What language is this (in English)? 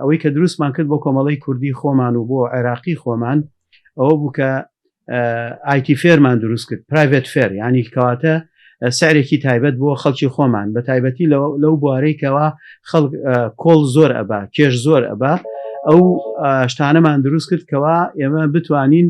Central Kurdish